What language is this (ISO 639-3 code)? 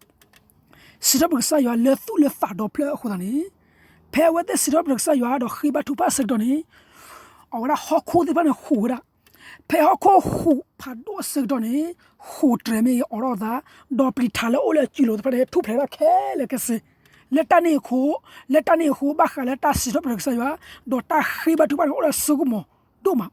ksw